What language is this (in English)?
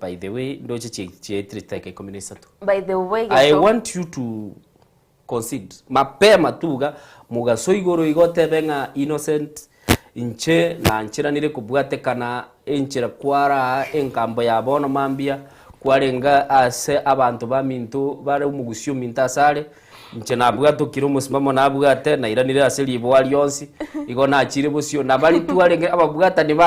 Gusii